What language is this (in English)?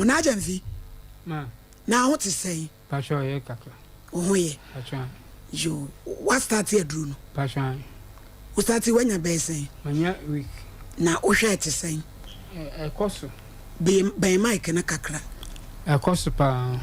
Akan